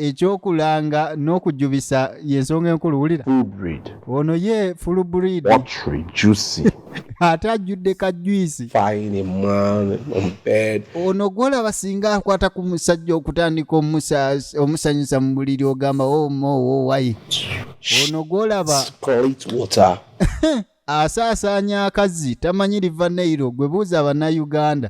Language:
Ganda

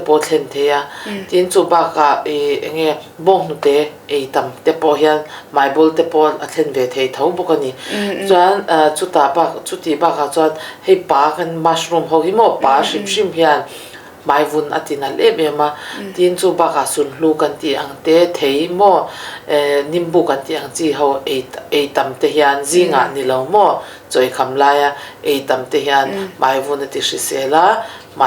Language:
Mizo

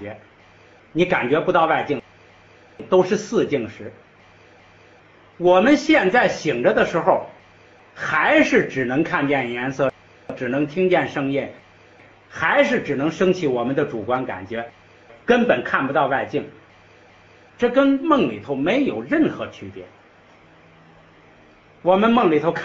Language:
Chinese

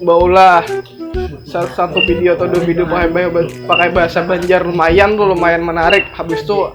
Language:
Banjar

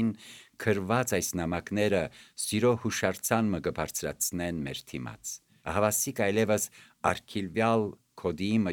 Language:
Armenian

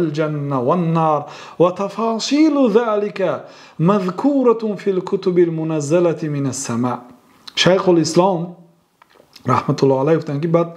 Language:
Persian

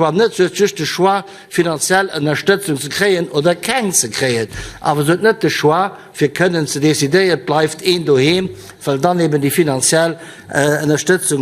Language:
Luxembourgish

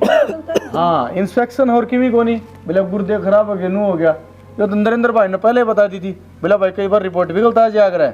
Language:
Haryanvi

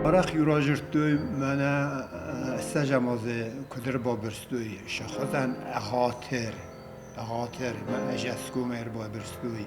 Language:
Ossetic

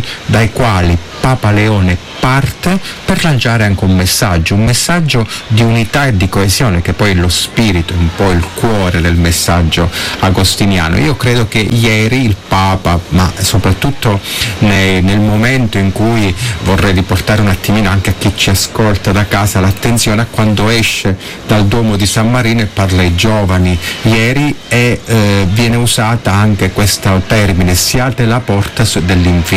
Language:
Italian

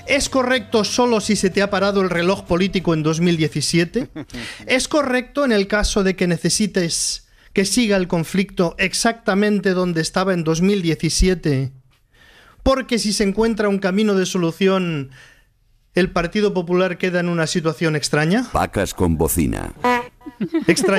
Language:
Spanish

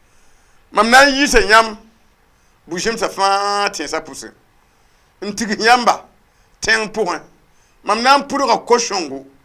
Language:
Mossi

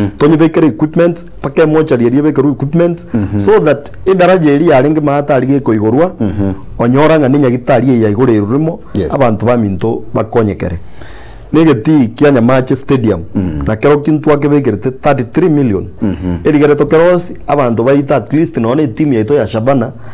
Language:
Gusii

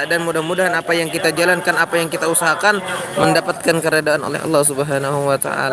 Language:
Banjar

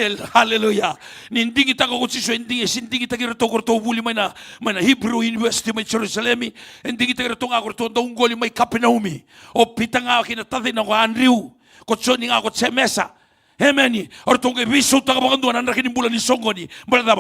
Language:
Fijian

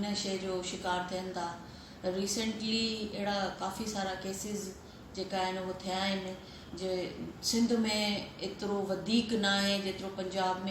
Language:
Sindhi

